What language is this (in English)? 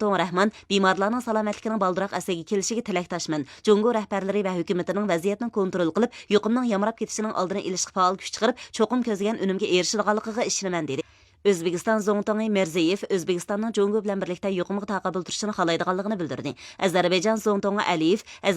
Uyghur